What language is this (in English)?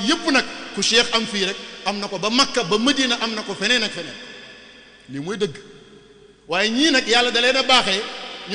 Wolof